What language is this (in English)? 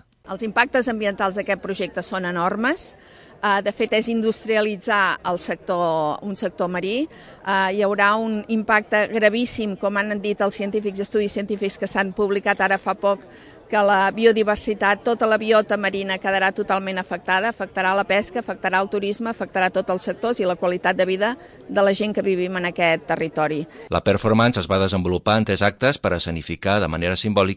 Catalan